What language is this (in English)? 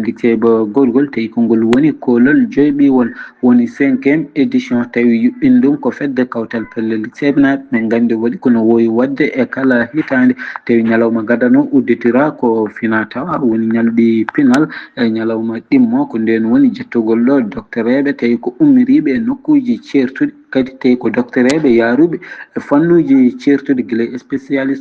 Fula